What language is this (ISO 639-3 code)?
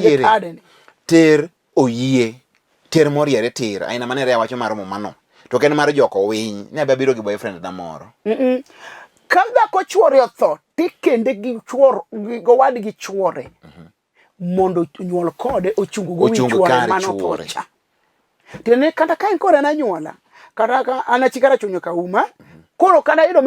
luo